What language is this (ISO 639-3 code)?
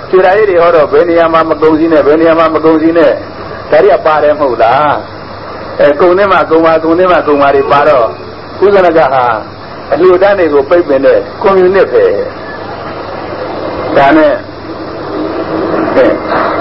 mya